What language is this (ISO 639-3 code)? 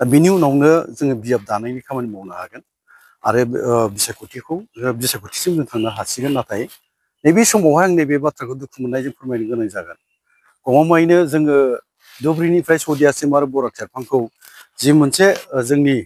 brx